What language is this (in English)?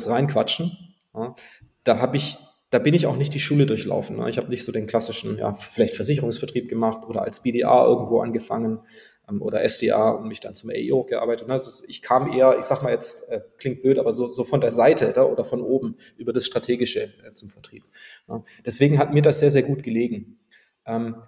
German